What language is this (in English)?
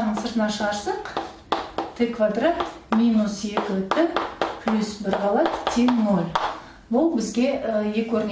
Kazakh